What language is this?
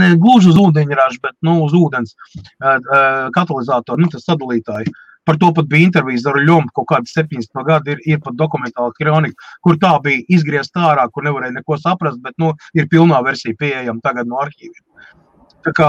Latvian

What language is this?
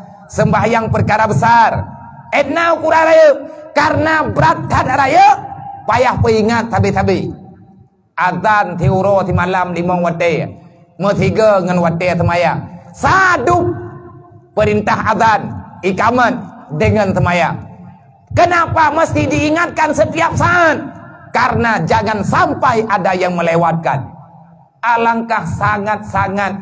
Achinese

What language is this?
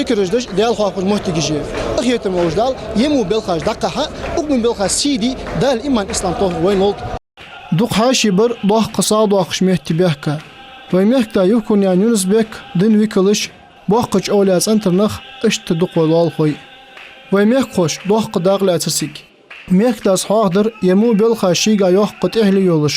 Ingush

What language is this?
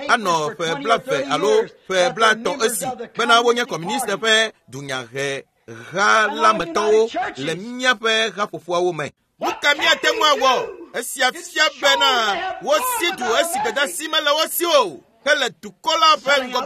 Ewe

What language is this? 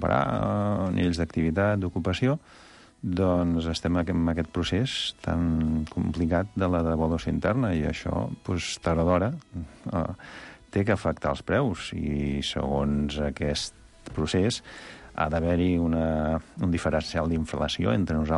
Catalan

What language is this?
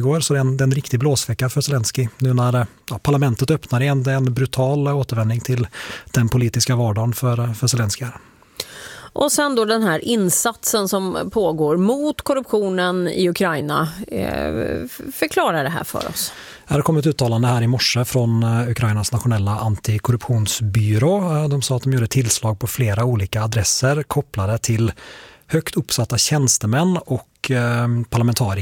Swedish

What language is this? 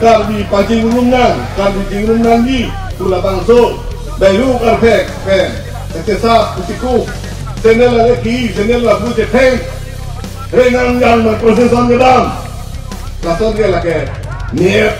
Karbi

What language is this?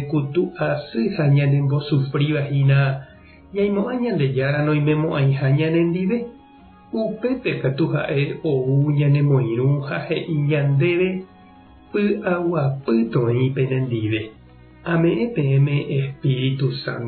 Guarani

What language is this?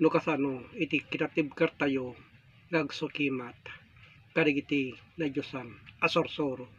Iloko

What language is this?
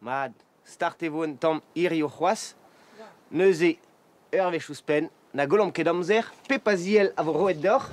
Breton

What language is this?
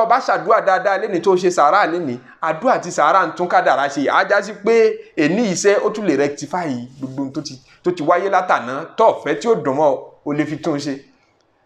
Yoruba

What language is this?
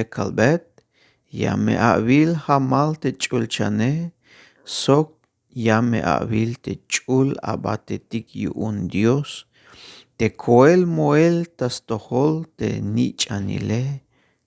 Tzeltal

